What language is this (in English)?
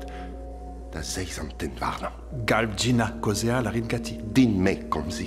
Breton